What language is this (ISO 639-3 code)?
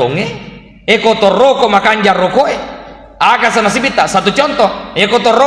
bug